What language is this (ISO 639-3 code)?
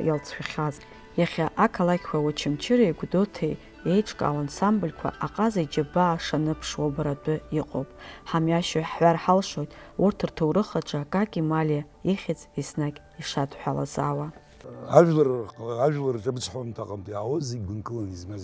abk